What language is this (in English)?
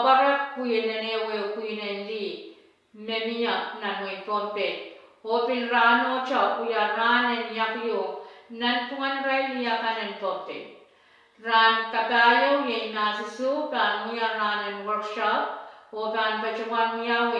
Pohnpeian